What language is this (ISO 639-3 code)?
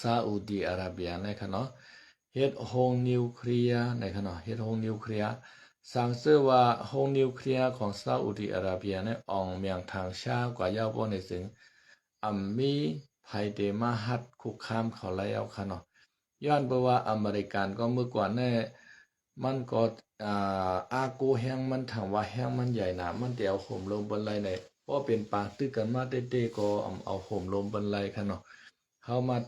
shn